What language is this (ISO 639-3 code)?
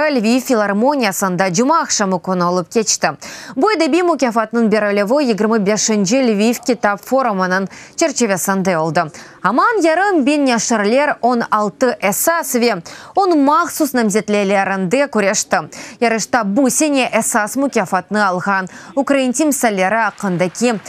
crh